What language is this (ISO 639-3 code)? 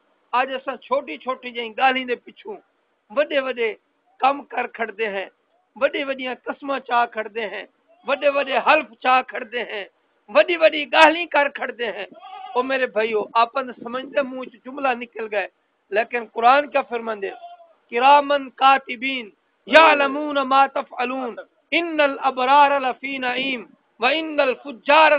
skr